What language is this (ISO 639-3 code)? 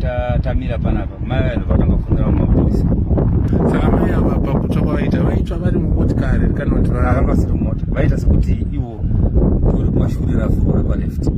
sna